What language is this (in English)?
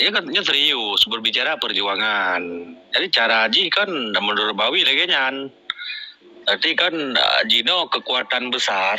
Achinese